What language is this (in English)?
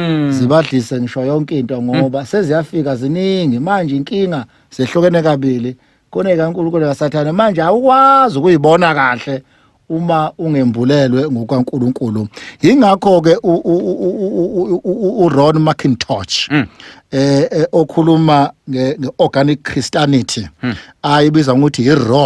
Zulu